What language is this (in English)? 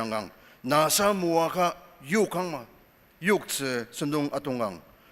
Ao Naga